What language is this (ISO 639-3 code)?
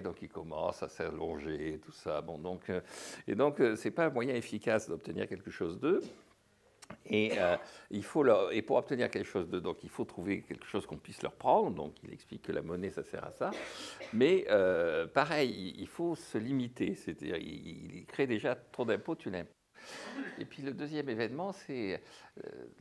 fra